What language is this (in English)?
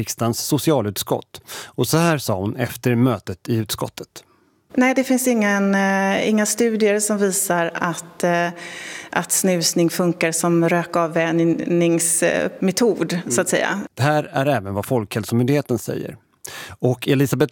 Swedish